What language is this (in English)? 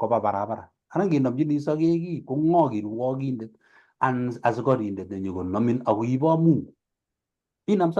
Kalenjin